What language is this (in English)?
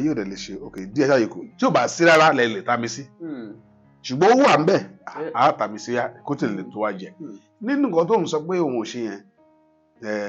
Yoruba